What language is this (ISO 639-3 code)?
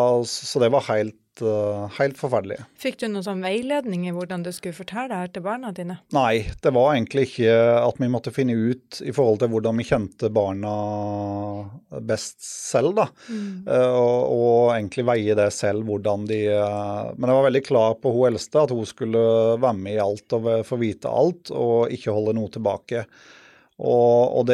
nor